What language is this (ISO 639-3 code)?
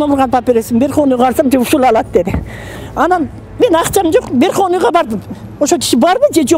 kir